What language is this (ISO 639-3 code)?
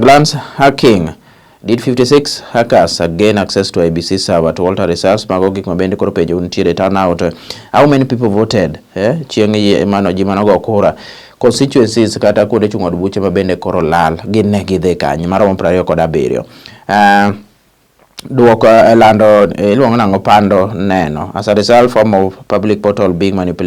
luo